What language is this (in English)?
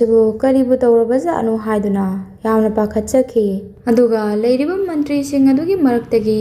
Manipuri